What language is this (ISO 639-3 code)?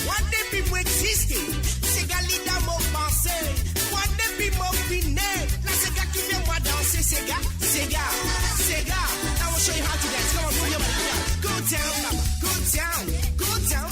mfe